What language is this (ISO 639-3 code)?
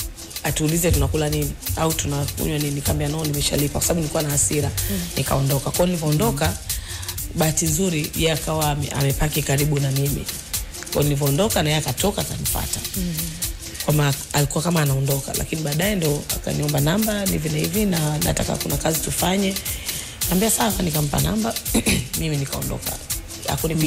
swa